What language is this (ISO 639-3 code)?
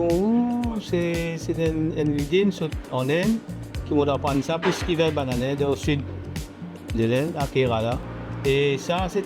mfe